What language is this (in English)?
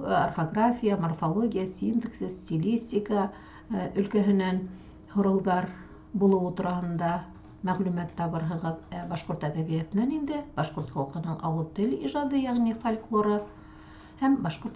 Bashkir